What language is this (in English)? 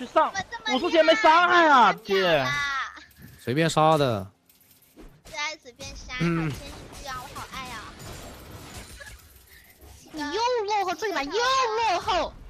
Chinese